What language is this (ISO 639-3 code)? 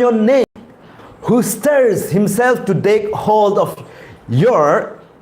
nmf